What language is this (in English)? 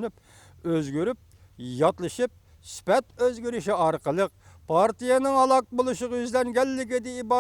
Uyghur